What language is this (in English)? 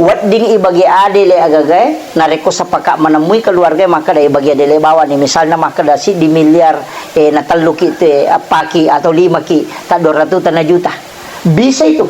Buginese